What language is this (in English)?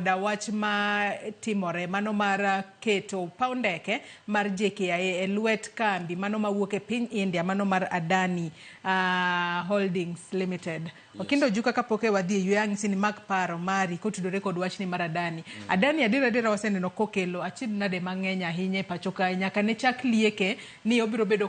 Luo (Kenya and Tanzania)